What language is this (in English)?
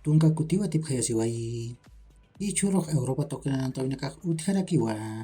Aymara